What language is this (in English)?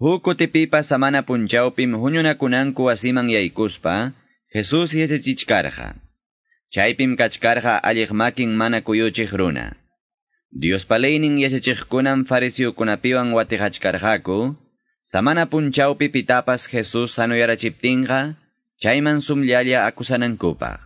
Ayacucho Quechua